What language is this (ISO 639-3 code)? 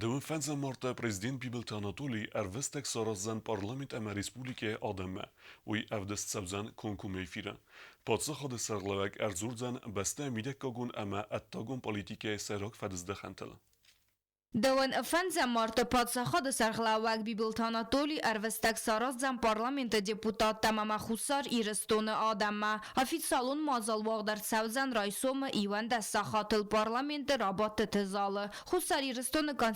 oss